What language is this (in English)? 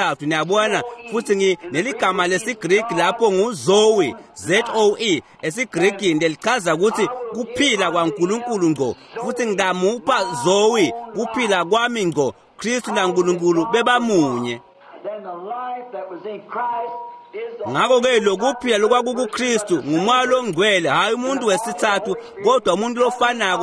Swati